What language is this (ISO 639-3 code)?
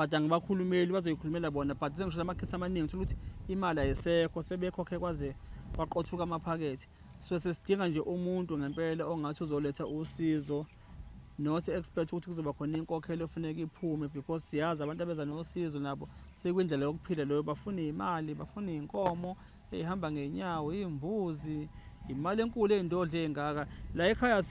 zul